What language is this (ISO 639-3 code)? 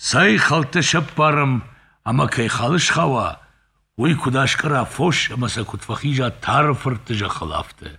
oss